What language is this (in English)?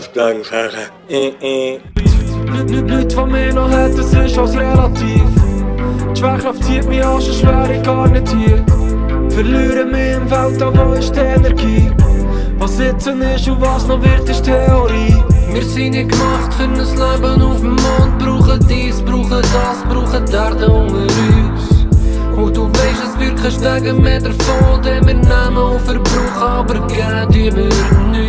Swiss German